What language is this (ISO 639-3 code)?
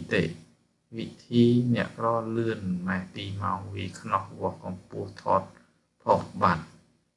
khm